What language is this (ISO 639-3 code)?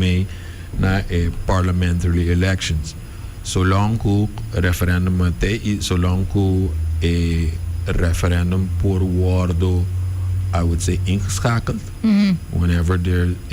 pap